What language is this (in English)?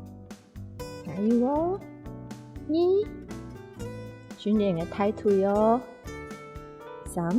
Hakka Chinese